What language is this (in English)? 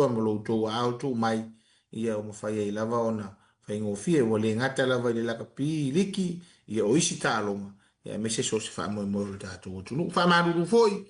Samoan